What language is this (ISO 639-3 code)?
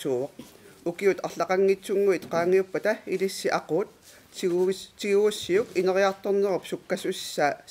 kal